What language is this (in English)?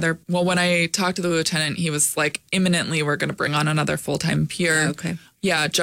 English